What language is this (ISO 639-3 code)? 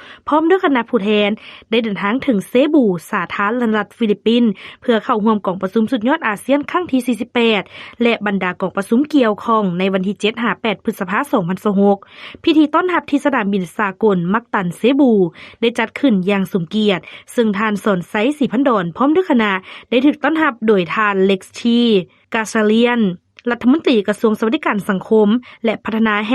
lao